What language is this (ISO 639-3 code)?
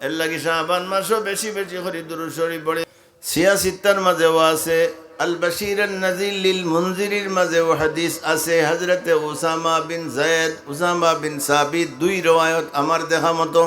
syl